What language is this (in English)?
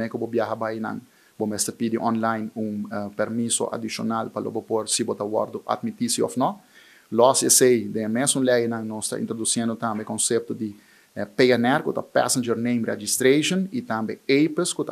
Papiamento